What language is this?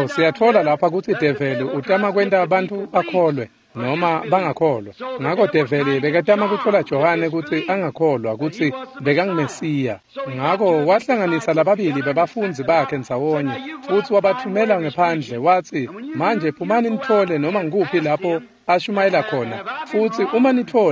Swati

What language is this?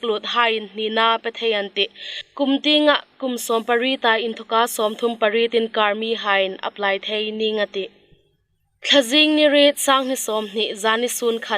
Hmar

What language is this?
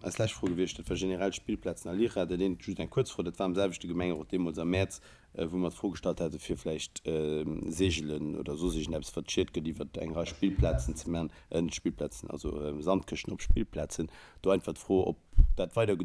Luxembourgish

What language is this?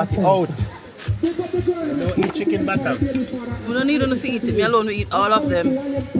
Jamaican Creole English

